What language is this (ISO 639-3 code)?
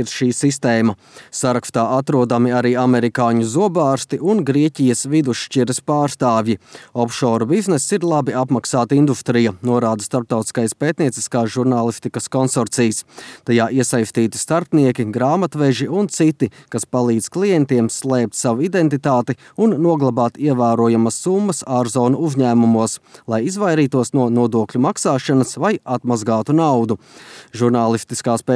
lav